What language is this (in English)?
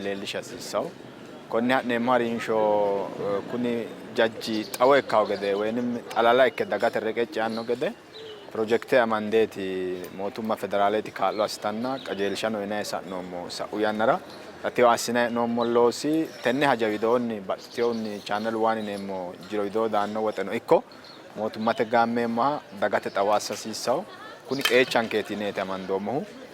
Sidamo